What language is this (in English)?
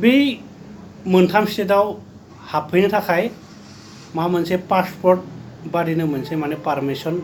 Bodo